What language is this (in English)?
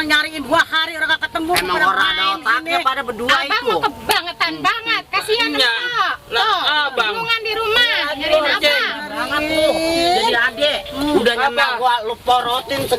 Betawi